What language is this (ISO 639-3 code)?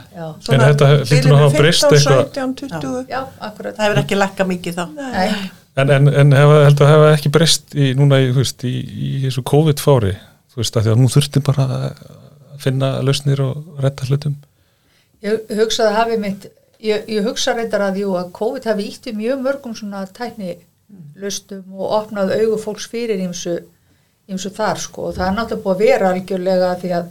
isl